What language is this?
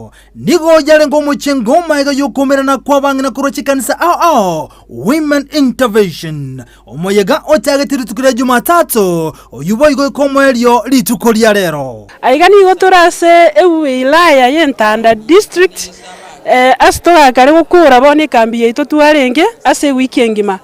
Gusii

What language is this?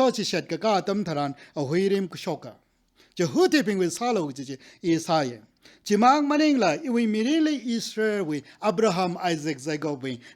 Tangkhul Naga (India)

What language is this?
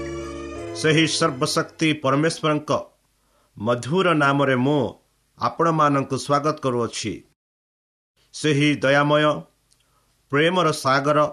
Odia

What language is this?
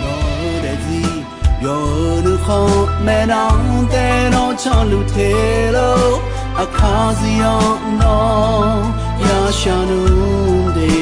Akha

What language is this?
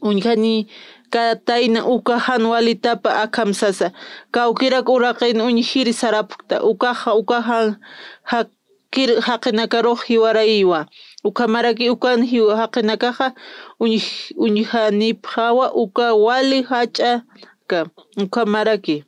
Aymara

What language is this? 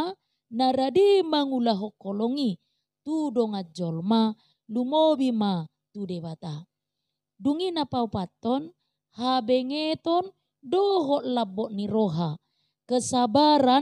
Batak Toba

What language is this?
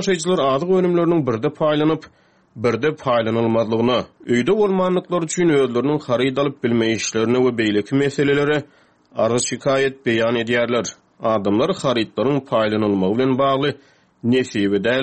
Turkmen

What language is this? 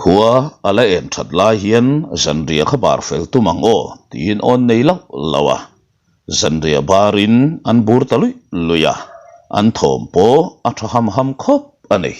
Mizo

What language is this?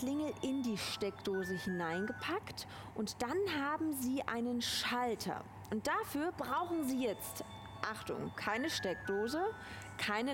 German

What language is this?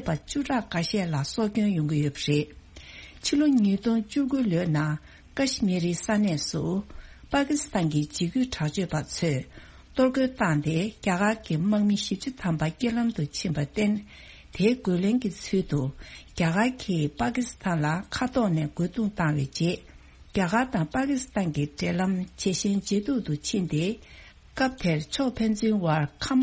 Tibetan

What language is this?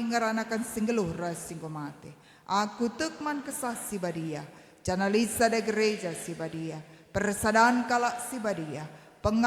Batak Karo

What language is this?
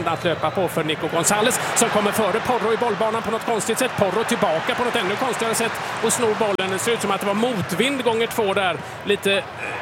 Swedish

